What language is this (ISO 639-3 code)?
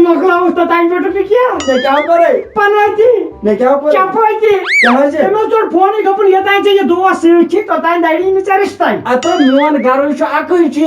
kas